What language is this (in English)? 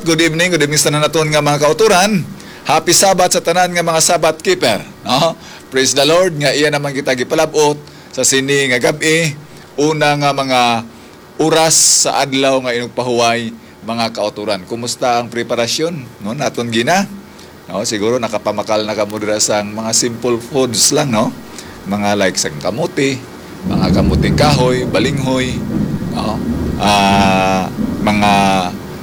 Hiligaynon